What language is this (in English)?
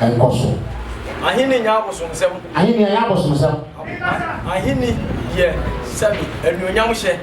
Akan